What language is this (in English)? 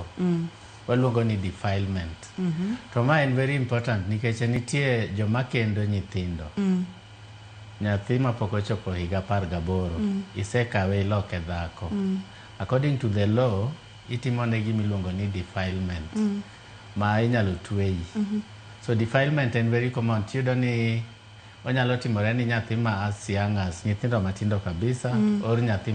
Luo (Kenya and Tanzania)